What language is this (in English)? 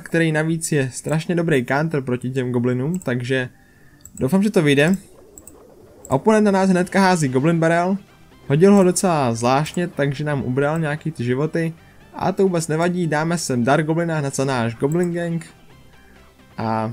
Czech